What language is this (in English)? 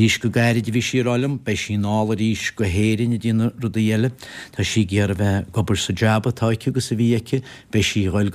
Irish